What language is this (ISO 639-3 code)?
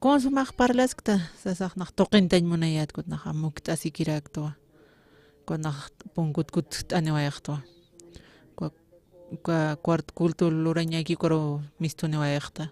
aym